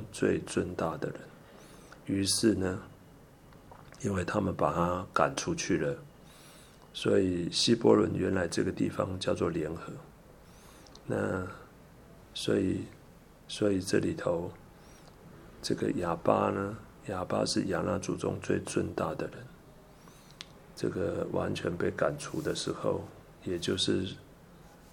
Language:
Chinese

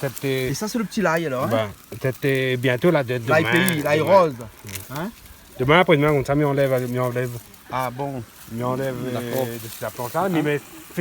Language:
Réunion Creole French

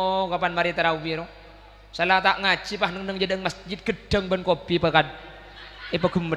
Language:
Madurese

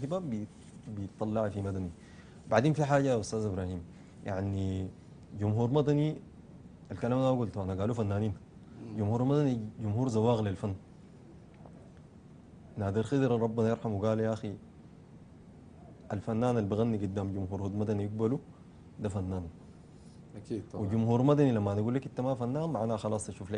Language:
Sudanese Arabic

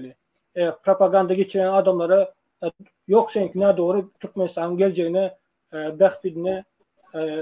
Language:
Turkmen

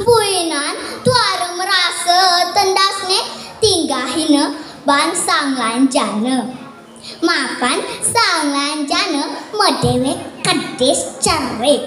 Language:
Balinese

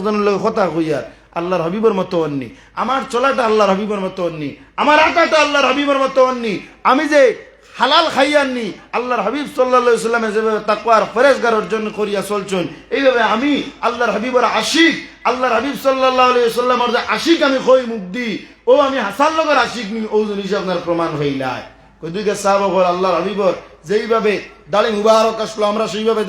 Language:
Sylheti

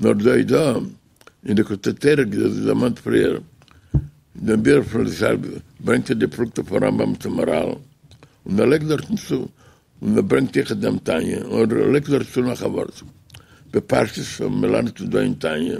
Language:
Yiddish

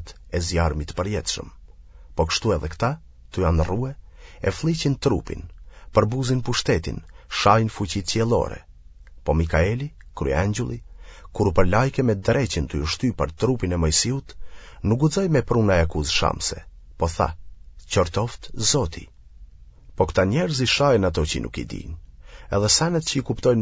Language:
Albanian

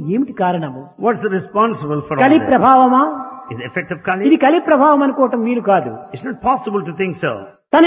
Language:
Telugu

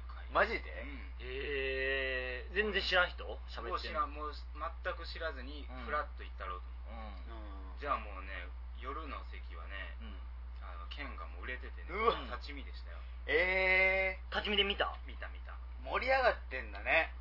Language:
Japanese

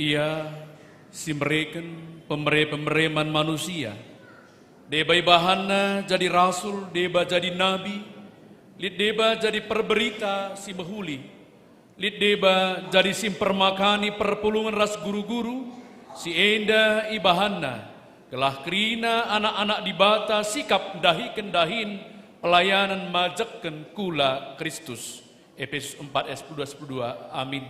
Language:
Batak Karo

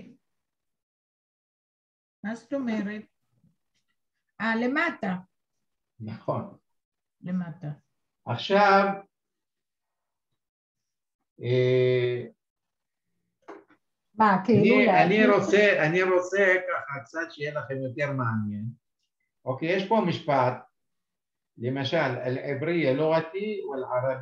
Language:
Hebrew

